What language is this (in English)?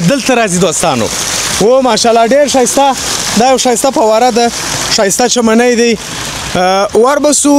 Pashto